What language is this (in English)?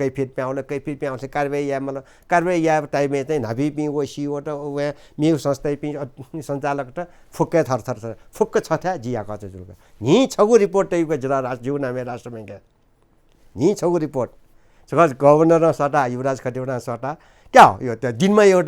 Newari